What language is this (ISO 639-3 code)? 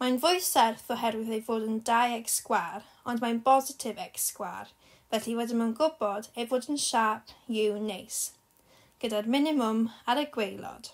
cym